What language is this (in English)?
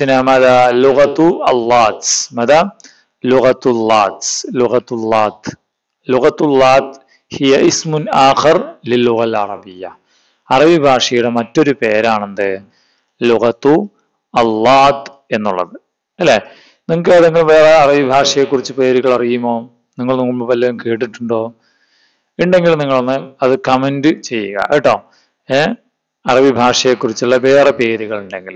Malayalam